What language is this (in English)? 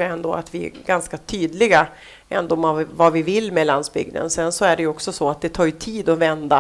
Swedish